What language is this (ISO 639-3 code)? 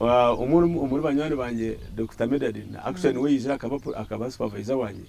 nyn